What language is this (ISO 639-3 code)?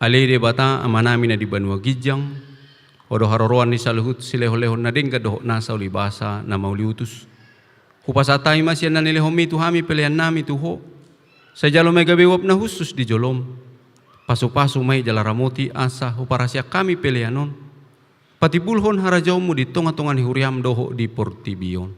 bbc